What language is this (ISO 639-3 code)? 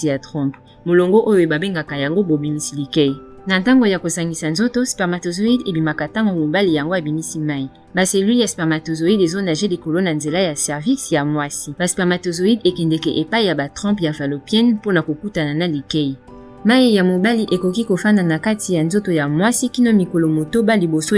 lin